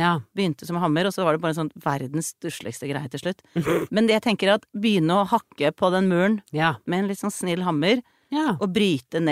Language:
Norwegian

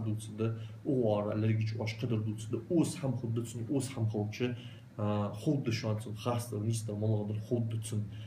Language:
Ingush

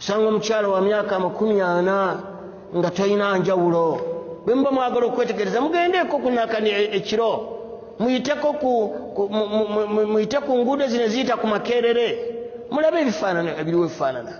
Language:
Ganda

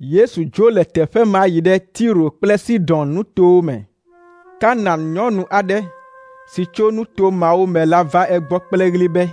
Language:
Ewe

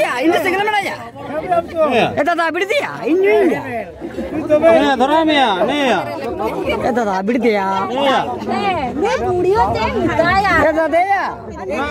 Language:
Santali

